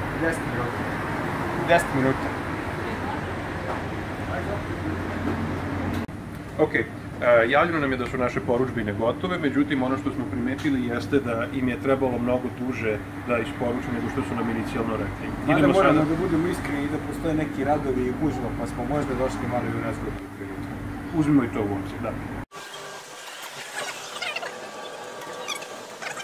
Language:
Serbian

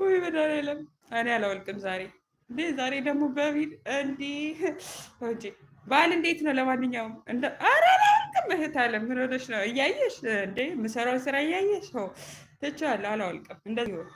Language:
Amharic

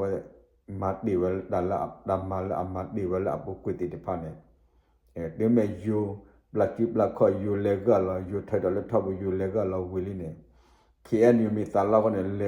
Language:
S'gaw Karen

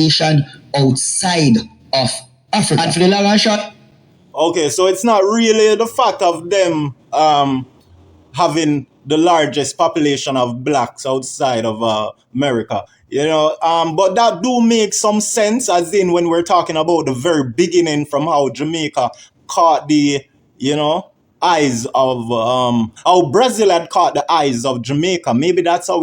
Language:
Jamaican Creole English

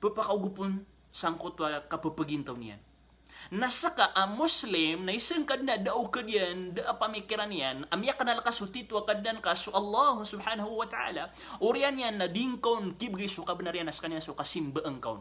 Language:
Maranao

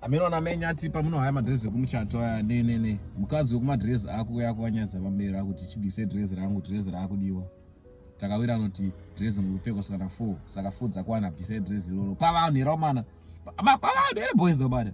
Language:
Shona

